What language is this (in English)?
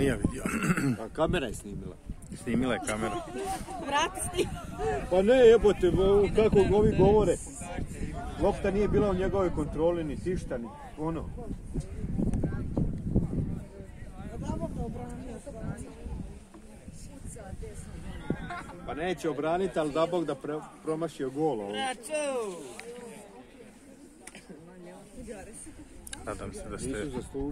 Croatian